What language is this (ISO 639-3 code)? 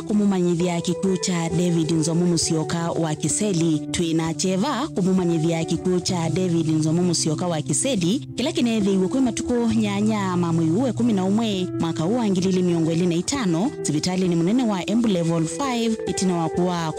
kam